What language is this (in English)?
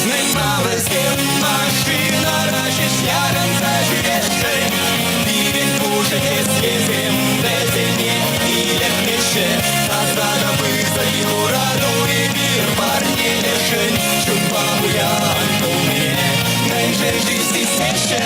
Chuvash